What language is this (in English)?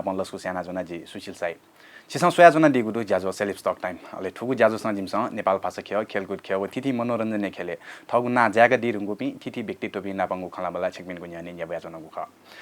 Newari